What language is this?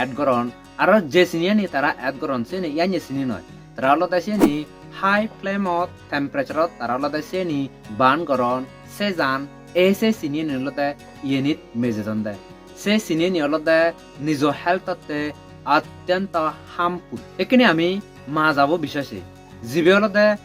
Chakma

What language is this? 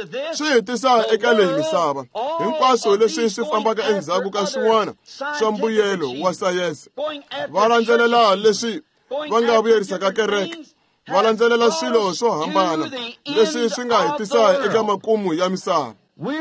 Tsonga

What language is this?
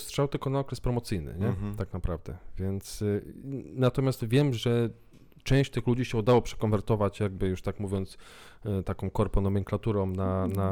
Polish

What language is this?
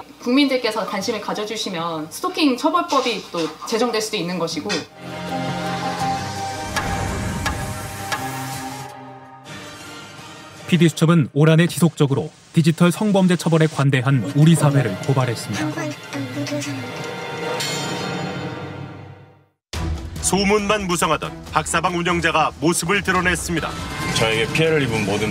Korean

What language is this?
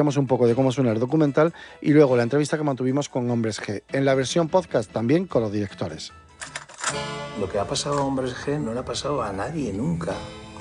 Spanish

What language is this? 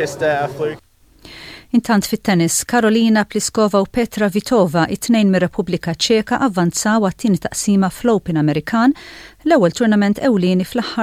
Maltese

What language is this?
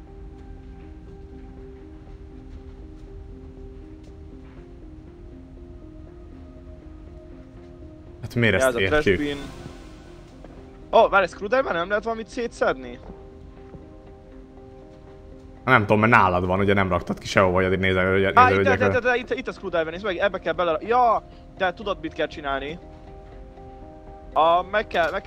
Hungarian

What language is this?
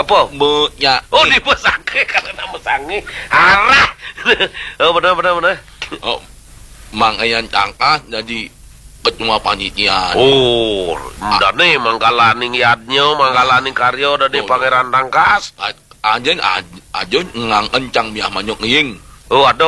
Balinese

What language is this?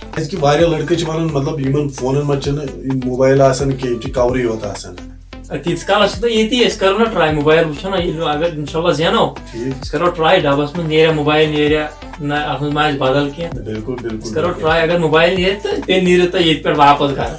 Kashmiri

